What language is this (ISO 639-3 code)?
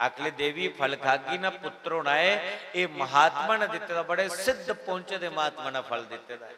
doi